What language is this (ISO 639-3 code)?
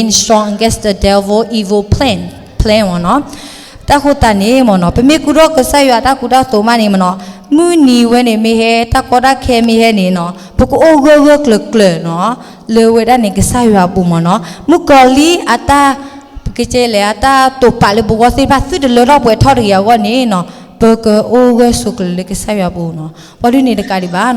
ksw